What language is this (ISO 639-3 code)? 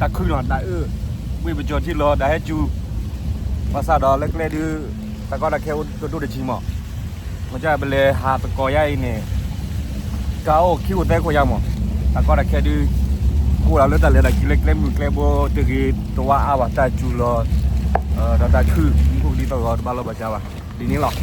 ksw